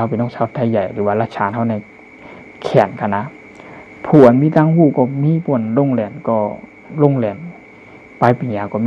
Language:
Shan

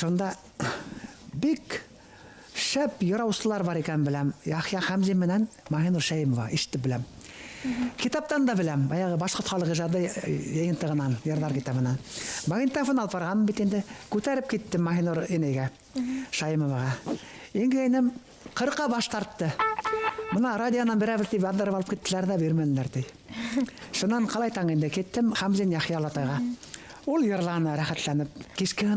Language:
Bashkir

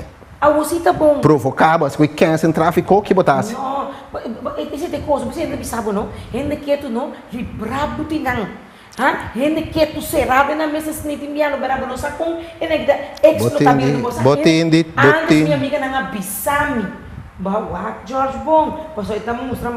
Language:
Papiamento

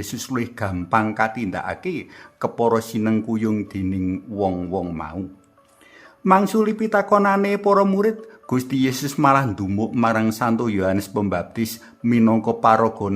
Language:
Javanese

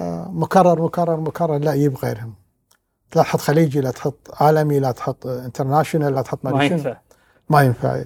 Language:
Gulf Arabic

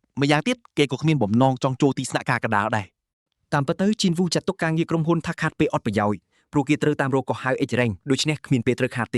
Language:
Khmer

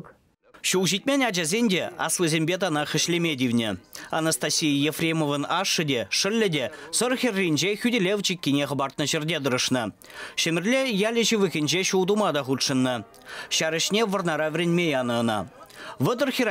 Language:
Chuvash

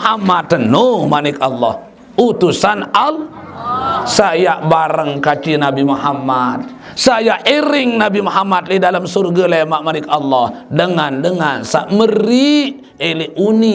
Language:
Sasak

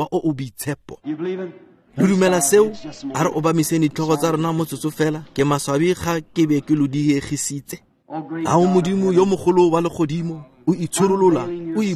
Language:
Tswana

